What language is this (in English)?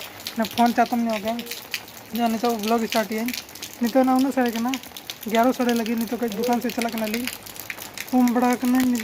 Santali